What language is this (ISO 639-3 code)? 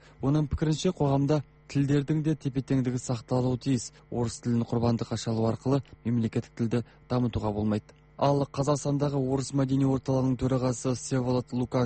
kaz